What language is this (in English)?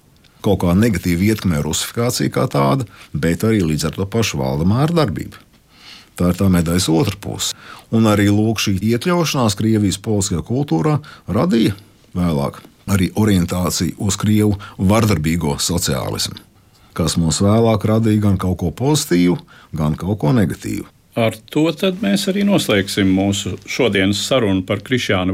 Latvian